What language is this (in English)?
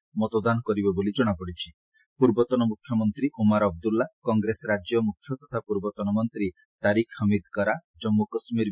Odia